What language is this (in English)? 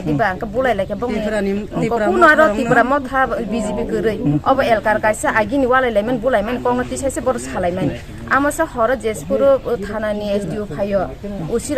Kok Borok